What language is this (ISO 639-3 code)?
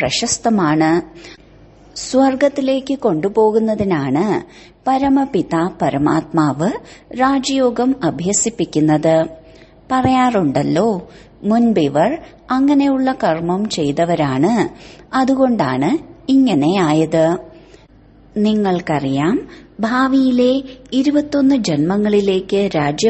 mal